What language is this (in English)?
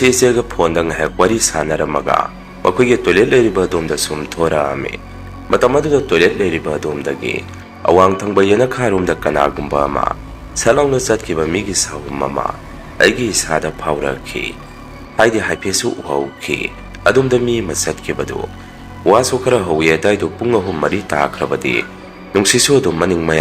Manipuri